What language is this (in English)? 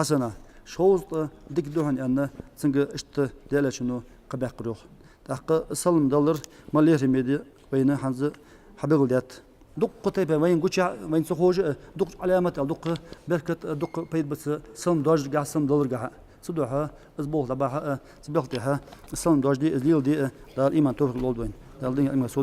Ingush